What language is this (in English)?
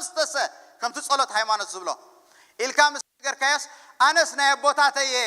Tigrinya